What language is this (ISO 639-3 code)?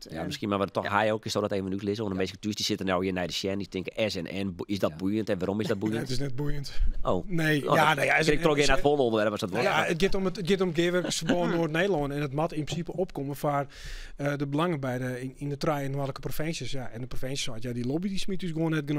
fry